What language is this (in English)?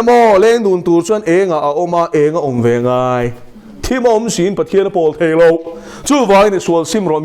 Mizo